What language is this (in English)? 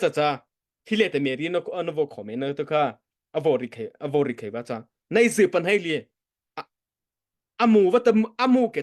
Mara Chin